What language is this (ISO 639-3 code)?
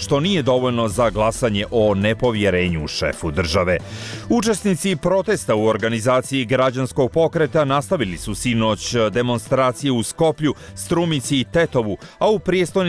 bos